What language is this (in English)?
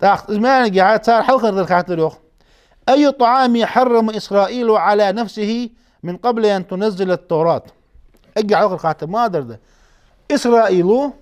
Ingush